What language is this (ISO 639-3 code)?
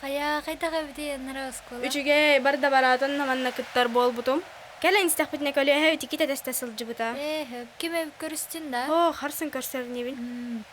sah